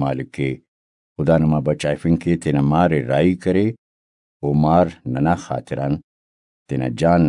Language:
Brahui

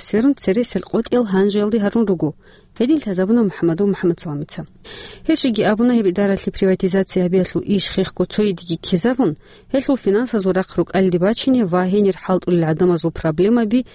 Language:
Avaric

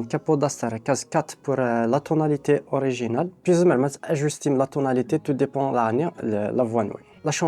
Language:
Kabyle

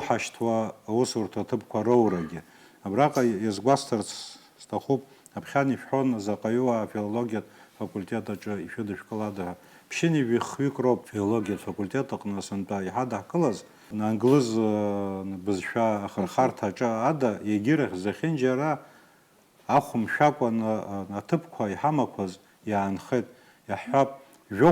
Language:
Abkhazian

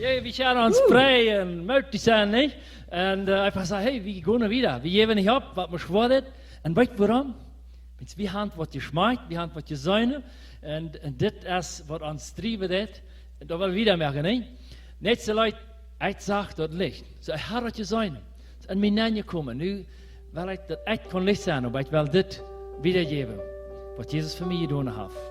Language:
Plautdietsch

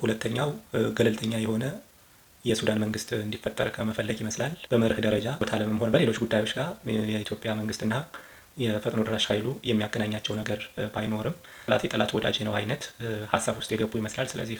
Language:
Amharic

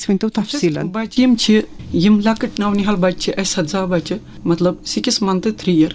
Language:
Kashmiri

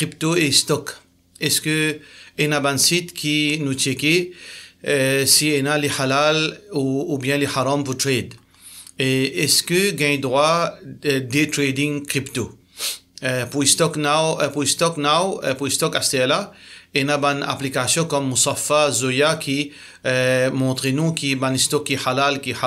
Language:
Morisyen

